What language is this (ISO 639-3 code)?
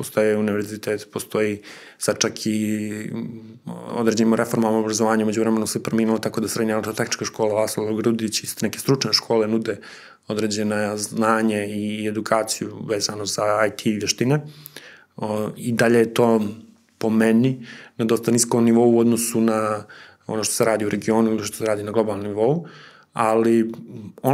srp